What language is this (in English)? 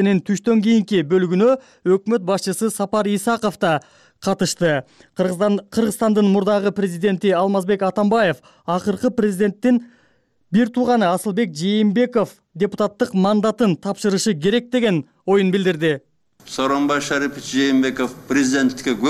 Kyrgyz